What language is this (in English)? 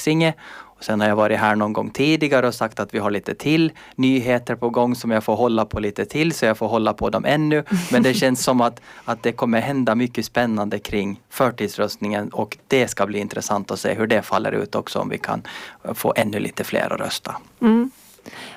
Swedish